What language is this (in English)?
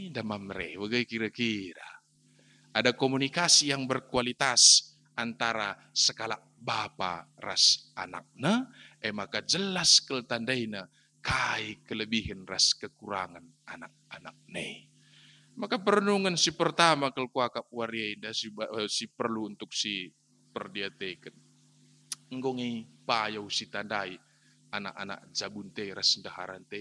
Batak Karo